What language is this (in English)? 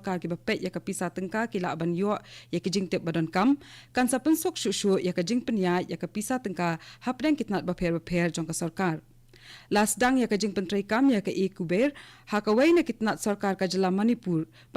Khasi